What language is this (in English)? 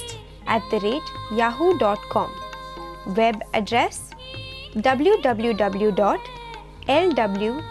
Hindi